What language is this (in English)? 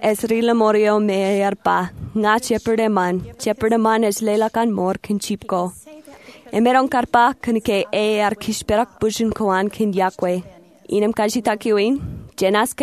Marshallese